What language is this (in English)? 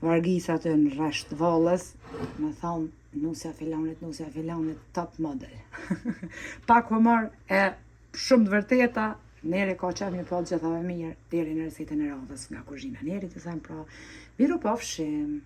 Albanian